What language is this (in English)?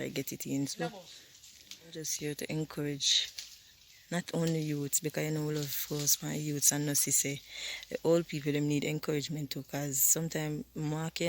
Jamaican Creole English